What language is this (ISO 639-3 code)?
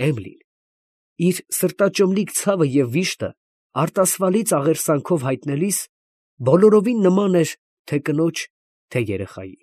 hye